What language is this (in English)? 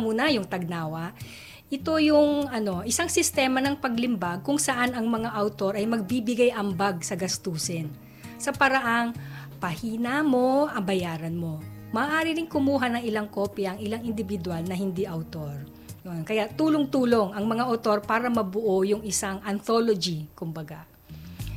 Filipino